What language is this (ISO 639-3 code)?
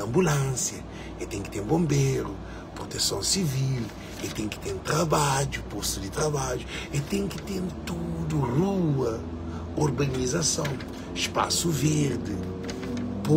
kea